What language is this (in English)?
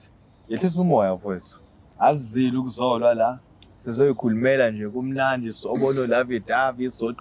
Zulu